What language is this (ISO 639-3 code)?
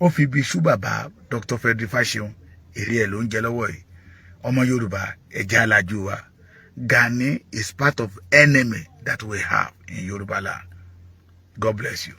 yor